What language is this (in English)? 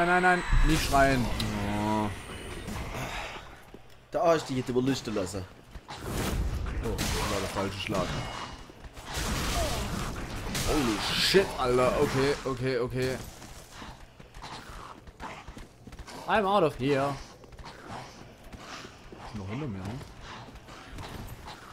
German